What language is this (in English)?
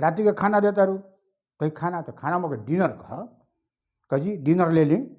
Bhojpuri